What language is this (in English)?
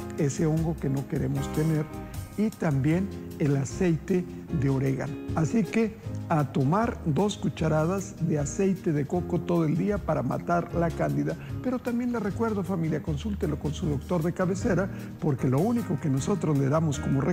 Spanish